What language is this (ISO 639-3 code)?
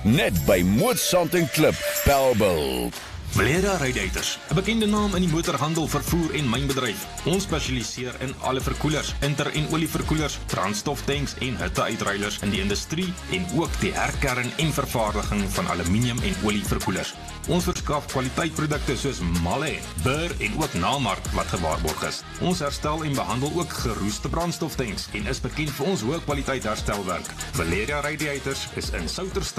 afr